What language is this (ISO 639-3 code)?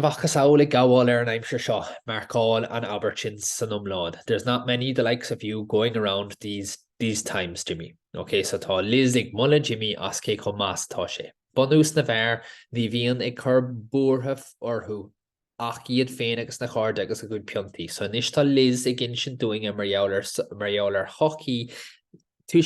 gle